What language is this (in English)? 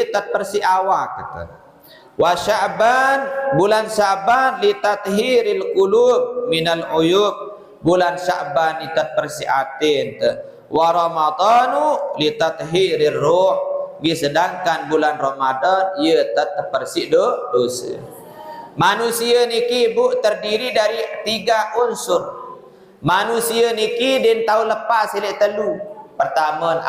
Sasak